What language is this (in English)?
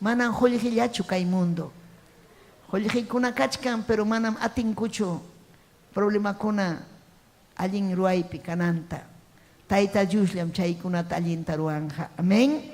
Ayacucho Quechua